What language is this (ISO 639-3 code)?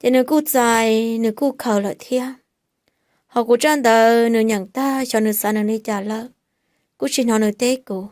hmn